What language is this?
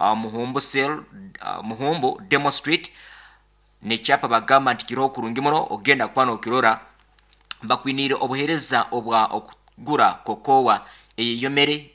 Nyankole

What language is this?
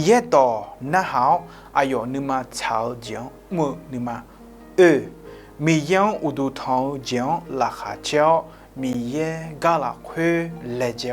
Akha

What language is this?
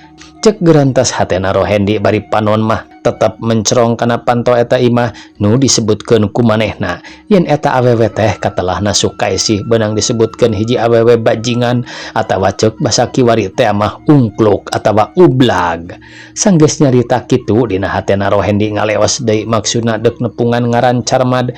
Sundanese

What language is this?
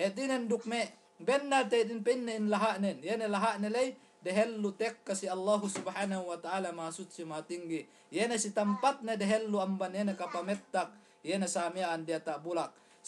Yakan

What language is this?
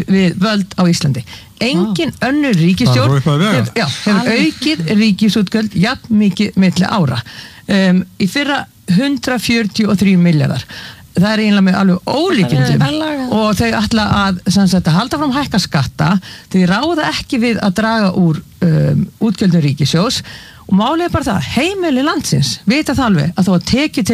Icelandic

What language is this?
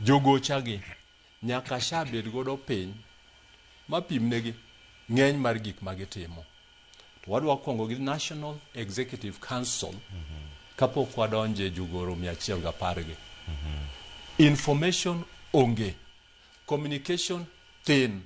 Luo (Kenya and Tanzania)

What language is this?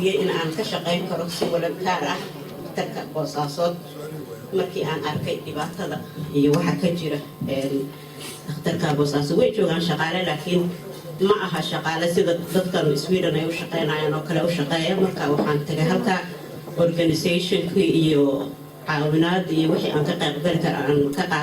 Somali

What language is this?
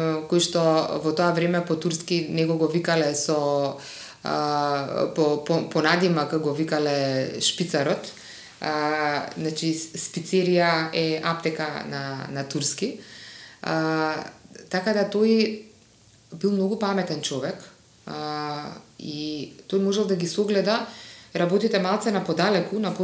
Macedonian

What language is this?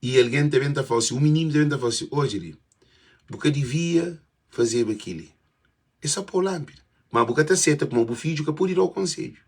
Kabuverdianu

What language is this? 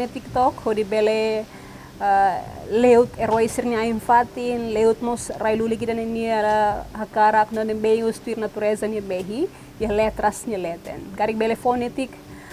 Tetum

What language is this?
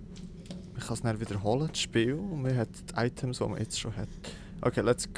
Swiss German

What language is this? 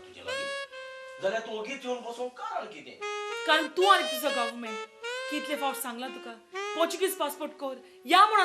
Konkani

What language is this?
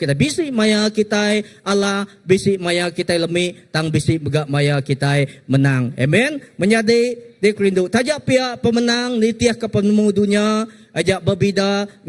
Iban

